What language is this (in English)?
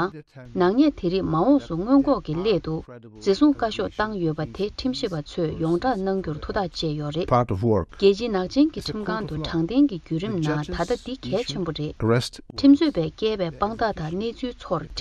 Tibetan